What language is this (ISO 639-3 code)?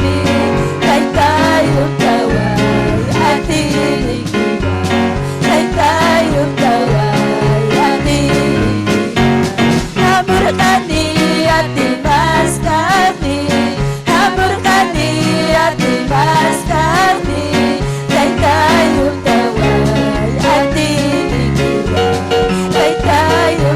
quy